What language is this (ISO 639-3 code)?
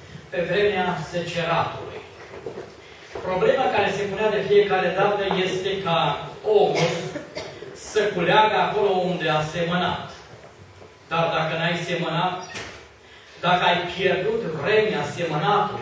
ron